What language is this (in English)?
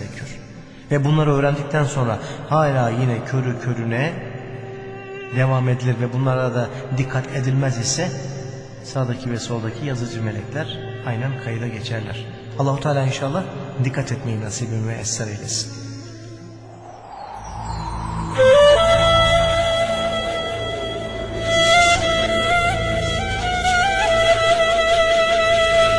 Turkish